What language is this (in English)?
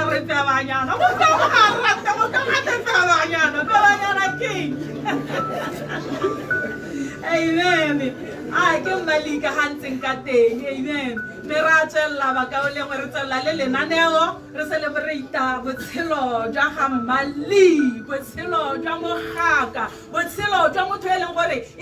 Tswana